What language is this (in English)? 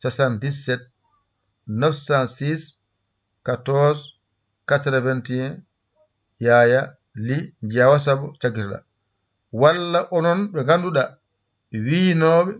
Fula